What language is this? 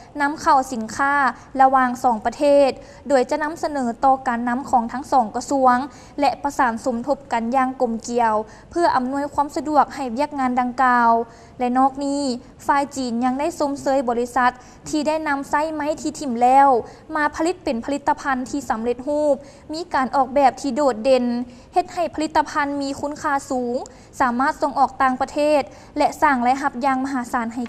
Lao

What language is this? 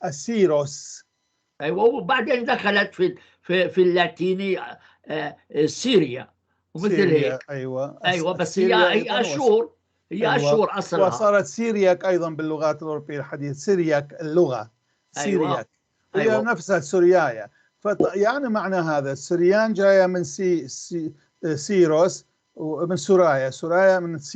North Levantine Arabic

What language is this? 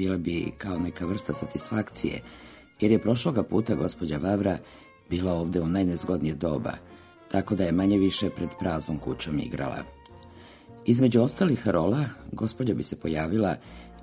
Serbian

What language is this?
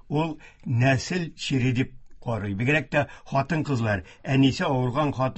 Tatar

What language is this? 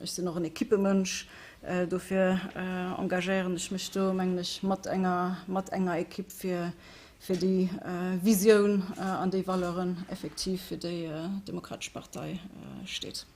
Luxembourgish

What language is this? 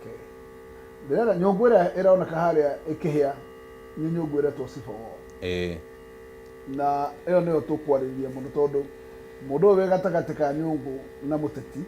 Kikuyu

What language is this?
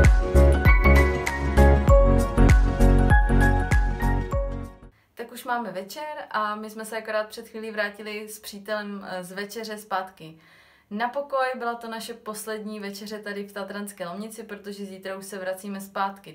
Czech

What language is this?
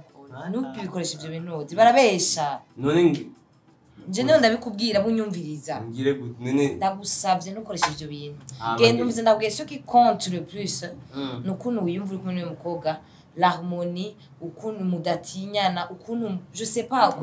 Rundi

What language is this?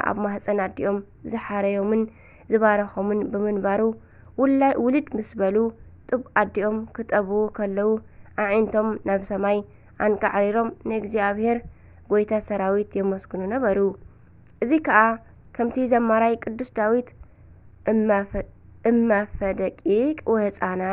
Tigrinya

